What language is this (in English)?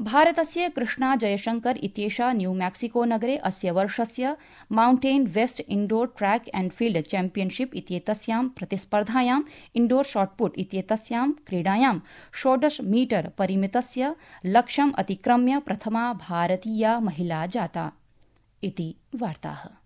Sanskrit